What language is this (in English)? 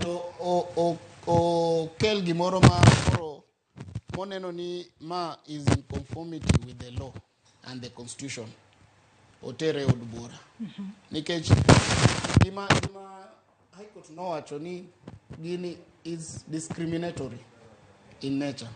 Luo (Kenya and Tanzania)